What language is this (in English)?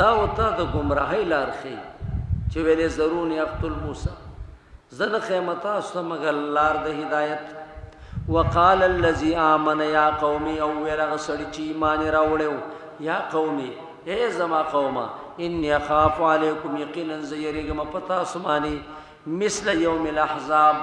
Pashto